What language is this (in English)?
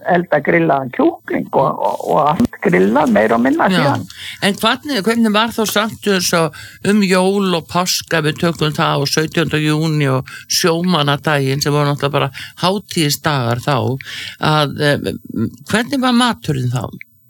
Icelandic